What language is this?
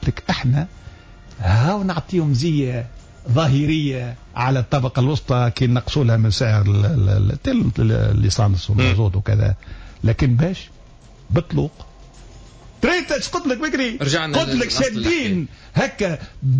Tunisian Arabic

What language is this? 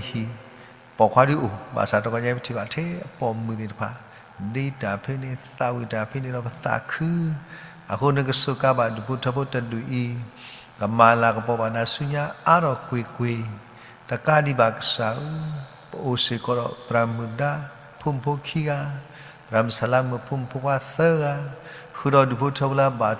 S'gaw Karen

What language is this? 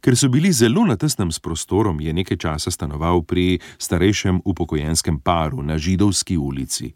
Slovenian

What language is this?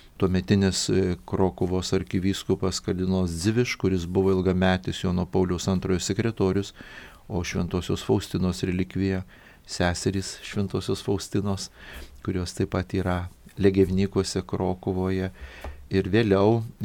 Lithuanian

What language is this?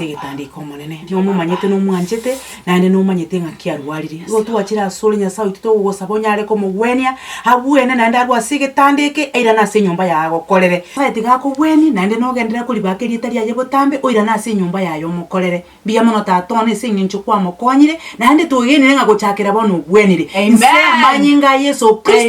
Gusii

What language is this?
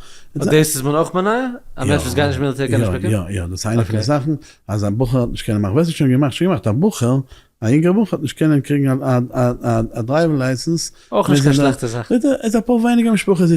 Yiddish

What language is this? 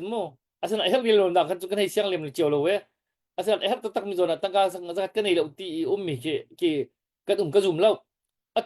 Hakha Chin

